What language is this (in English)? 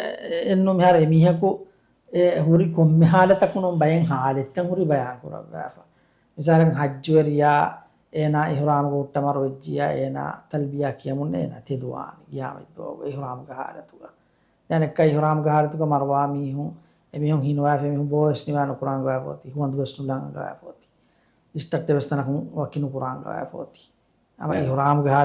Divehi